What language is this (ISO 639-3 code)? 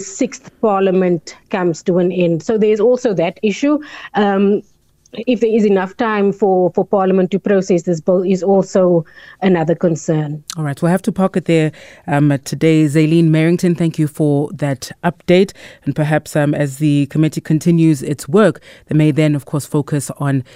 eng